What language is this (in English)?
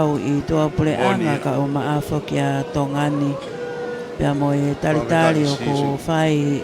Tongan